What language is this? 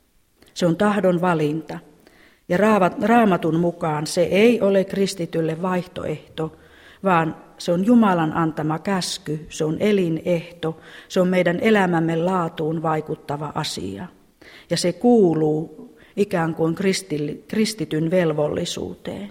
Finnish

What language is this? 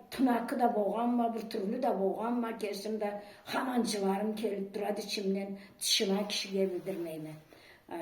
Karachay-Balkar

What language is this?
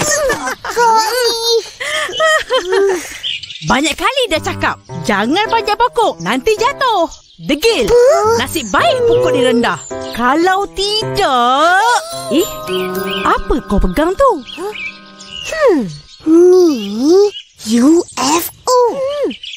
Malay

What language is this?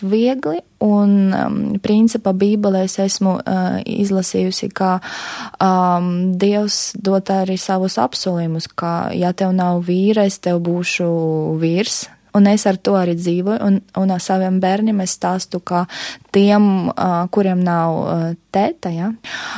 Latvian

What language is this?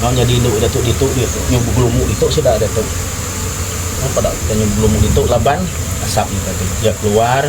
Iban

